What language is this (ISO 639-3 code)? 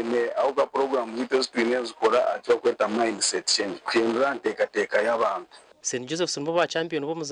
nyn